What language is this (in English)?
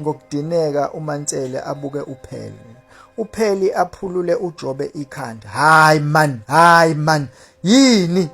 Zulu